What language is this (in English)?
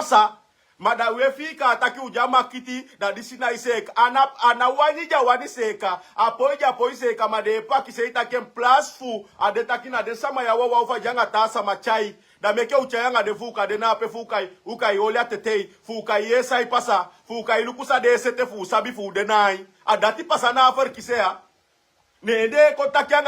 Sranan Tongo